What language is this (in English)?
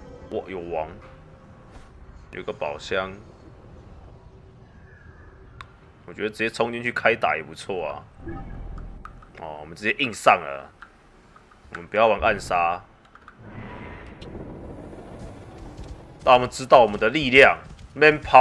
Chinese